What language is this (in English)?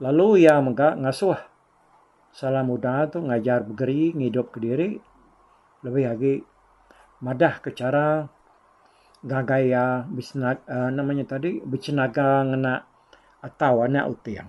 Iban